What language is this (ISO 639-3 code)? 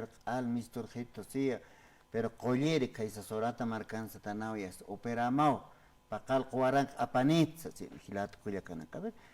aym